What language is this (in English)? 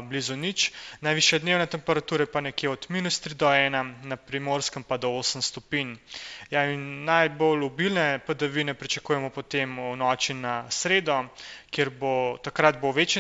Slovenian